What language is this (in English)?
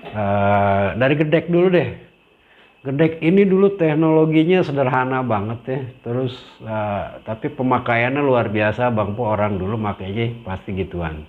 Betawi